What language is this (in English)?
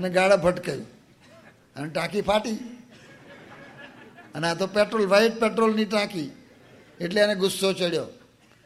Gujarati